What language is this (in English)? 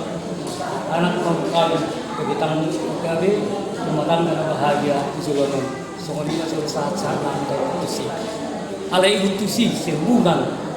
Batak Toba